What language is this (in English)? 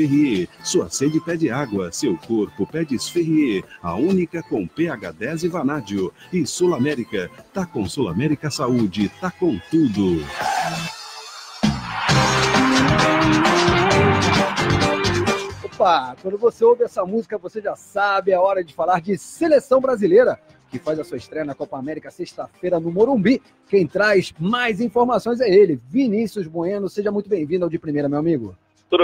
Portuguese